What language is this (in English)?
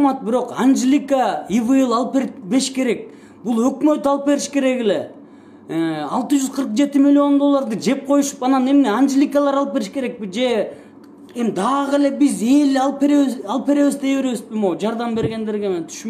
Kyrgyz